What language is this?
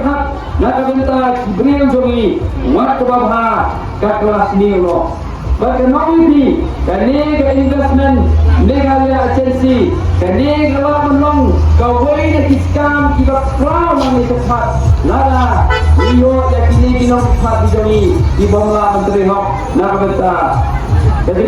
Khasi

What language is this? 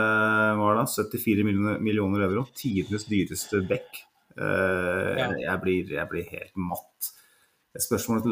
Norwegian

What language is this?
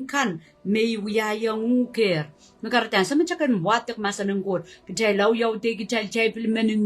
Pohnpeian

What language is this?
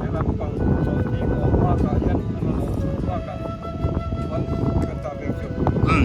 Biete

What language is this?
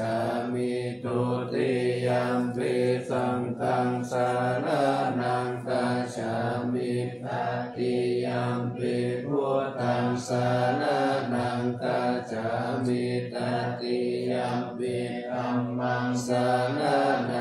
Pali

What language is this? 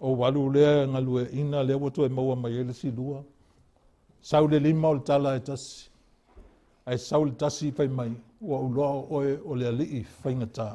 Samoan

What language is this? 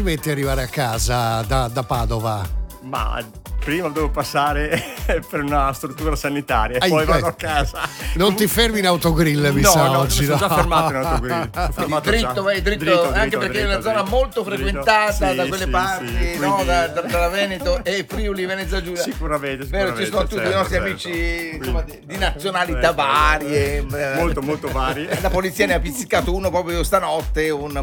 Italian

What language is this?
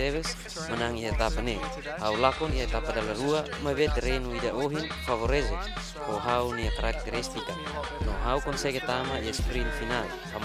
Tetum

